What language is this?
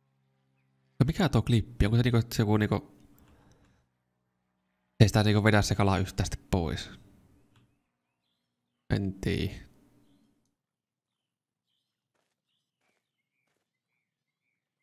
Finnish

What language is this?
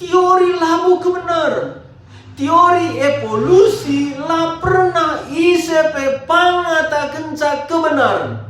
Batak Karo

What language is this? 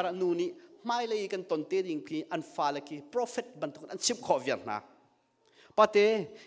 Hakha Chin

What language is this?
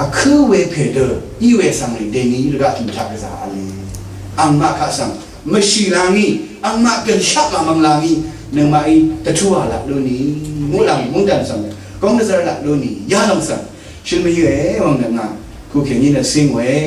Rawang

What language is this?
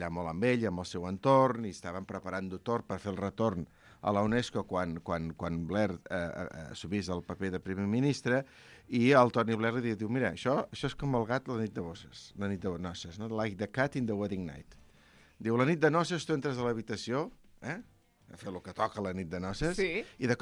Catalan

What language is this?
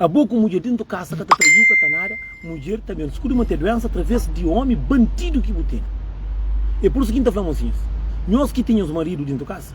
Kabuverdianu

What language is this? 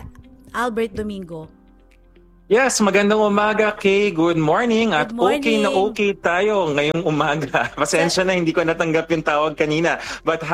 Filipino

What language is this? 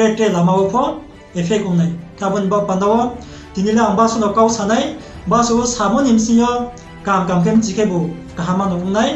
Riang (India)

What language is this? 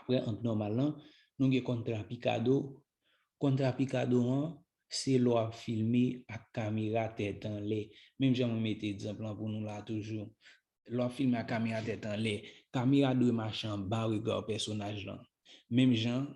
Haitian Creole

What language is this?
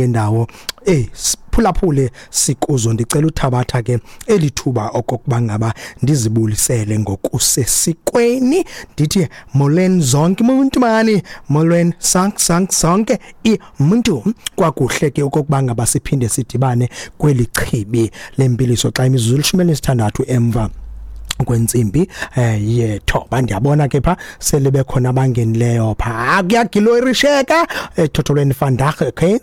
Xhosa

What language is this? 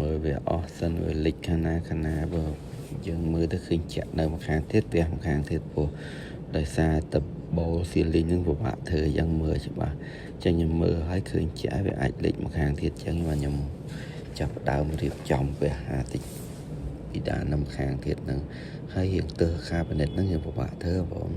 Khmer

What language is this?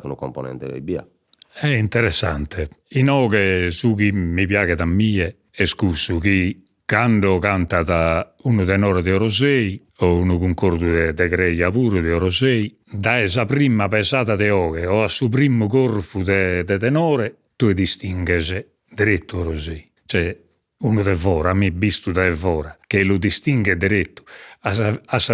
Sardinian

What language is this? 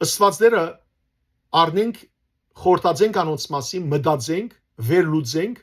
Western Armenian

